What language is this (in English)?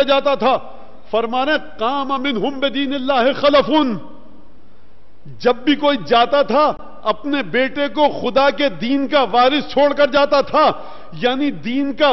Urdu